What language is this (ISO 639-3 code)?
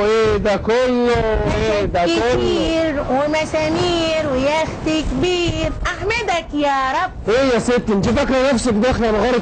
arz